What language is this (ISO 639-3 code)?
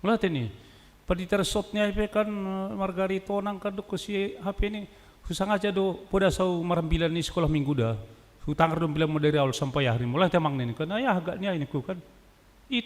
bts